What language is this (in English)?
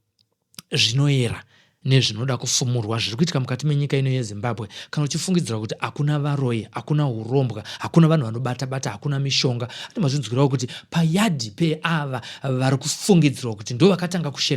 Shona